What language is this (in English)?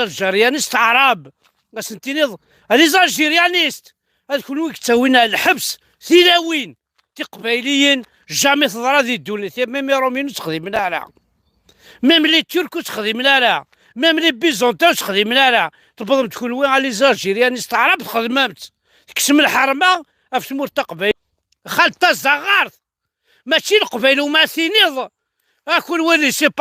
Kabyle